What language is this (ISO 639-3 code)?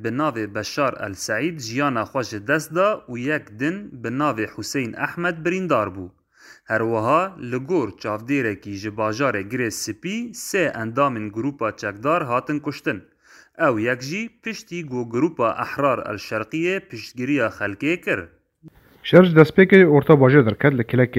kur